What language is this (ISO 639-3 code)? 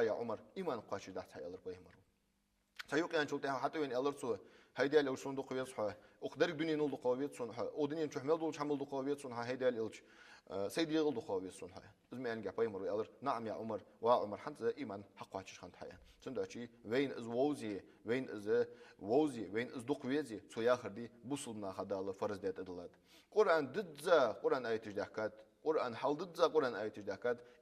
inh